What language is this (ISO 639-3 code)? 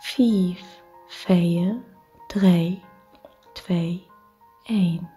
nds